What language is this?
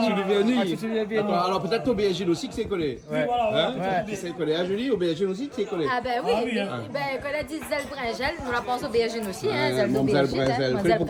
Réunion Creole French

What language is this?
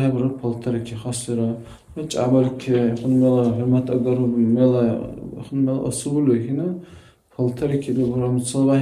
Dargwa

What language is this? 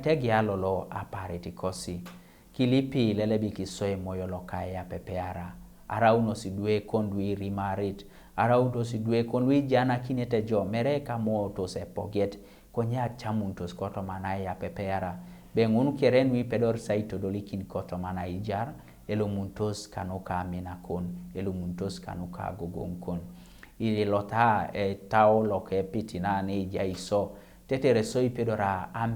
Teso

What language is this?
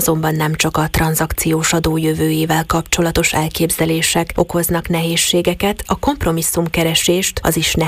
Hungarian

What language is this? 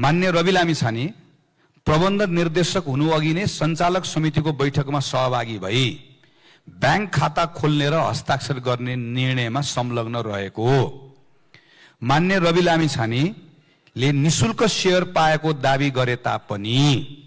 Nepali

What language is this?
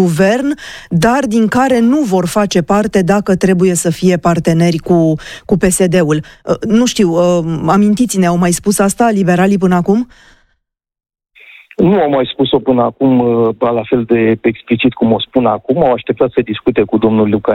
Romanian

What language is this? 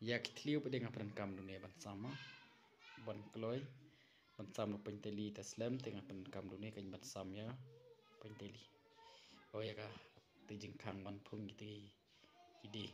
Khasi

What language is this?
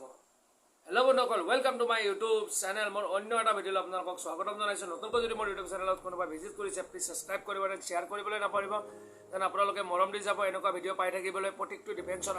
Assamese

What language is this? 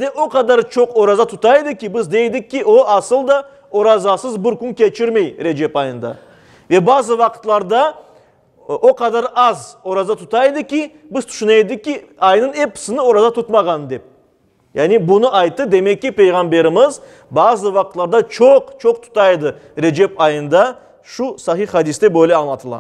Crimean Tatar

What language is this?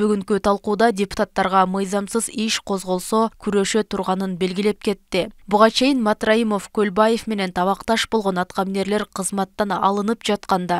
Kyrgyz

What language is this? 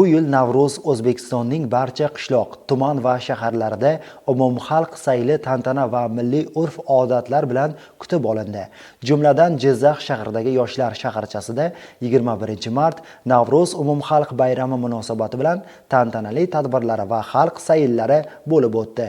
Uzbek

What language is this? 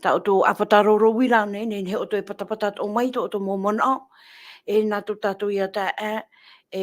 Tahitian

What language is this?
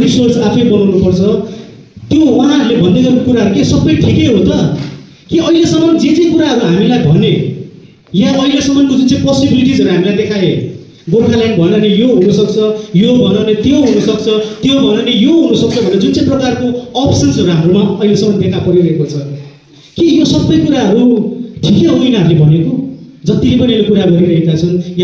Nepali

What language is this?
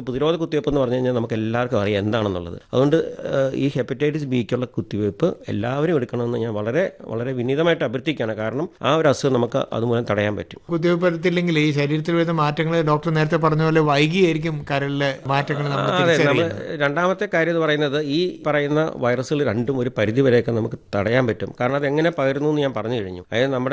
Malayalam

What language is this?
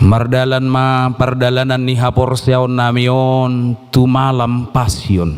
Batak Toba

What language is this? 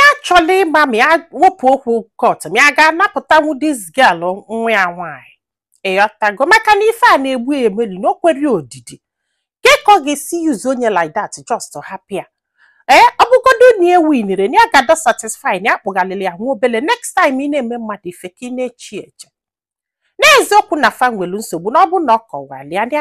Igbo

